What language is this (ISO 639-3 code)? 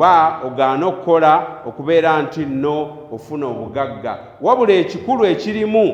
lug